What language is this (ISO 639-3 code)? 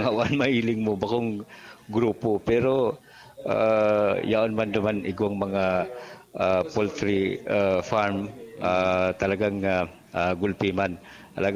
bik